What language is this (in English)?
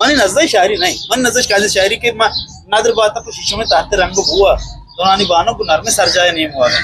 Eastern Balochi